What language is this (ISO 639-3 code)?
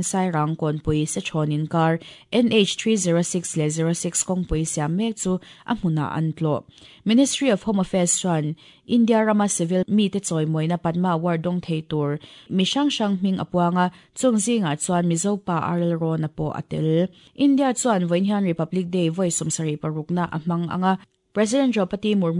lus